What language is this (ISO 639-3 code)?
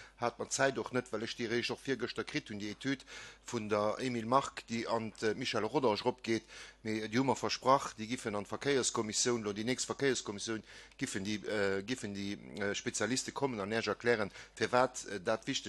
ltz